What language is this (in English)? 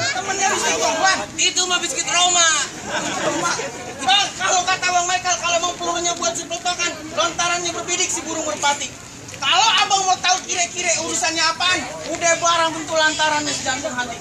Betawi